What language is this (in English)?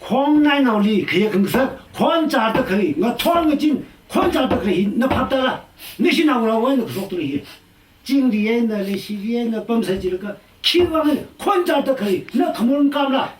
Tangkhul Naga (India)